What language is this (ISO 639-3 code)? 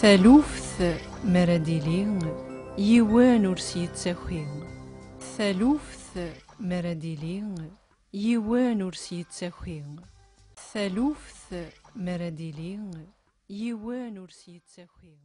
kab